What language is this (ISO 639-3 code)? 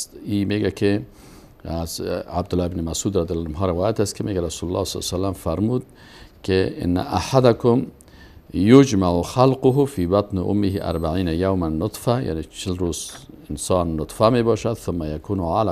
fas